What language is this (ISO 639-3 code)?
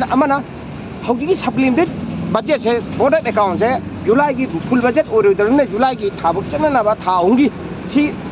mni